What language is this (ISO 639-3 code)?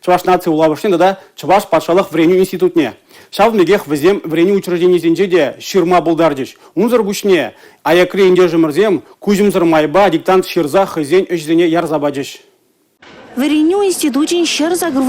chv